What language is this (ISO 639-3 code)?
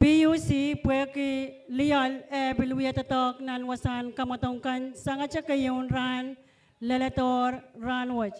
pon